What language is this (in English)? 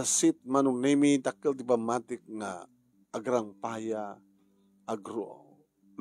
Iloko